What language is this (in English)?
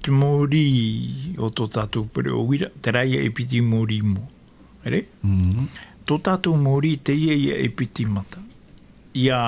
Tahitian